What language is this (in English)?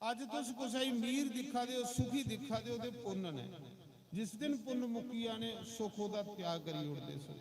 Dogri